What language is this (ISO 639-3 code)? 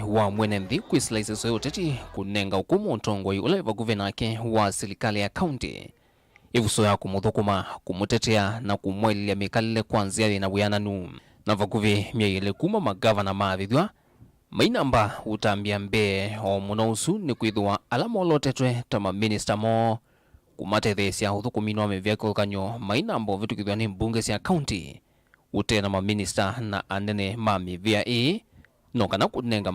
kam